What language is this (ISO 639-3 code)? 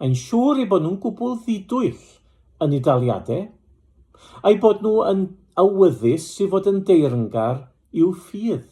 cym